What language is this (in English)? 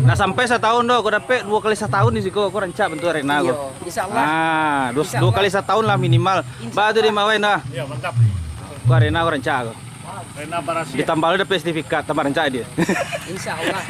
Minangkabau